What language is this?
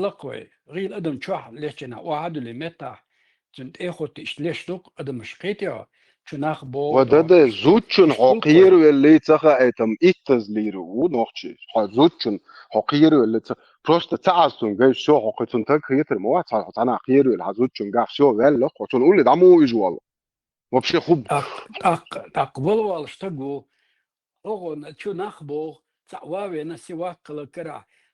Chechen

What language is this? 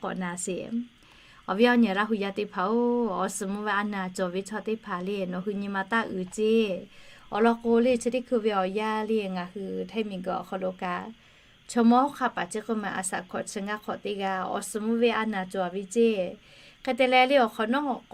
Lahu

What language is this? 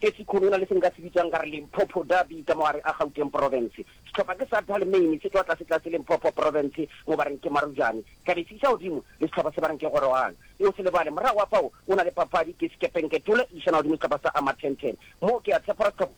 Northern Sotho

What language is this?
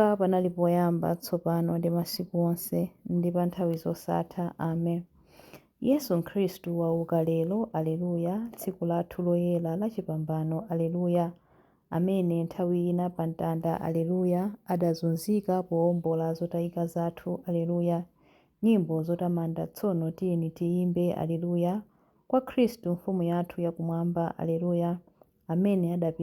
Nyanja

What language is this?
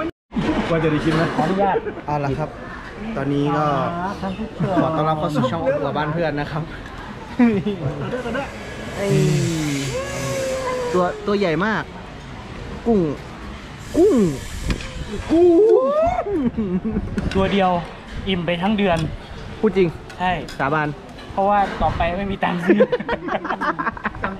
Thai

